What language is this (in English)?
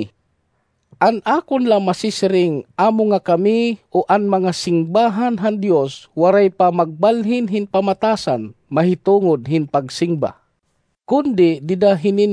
Waray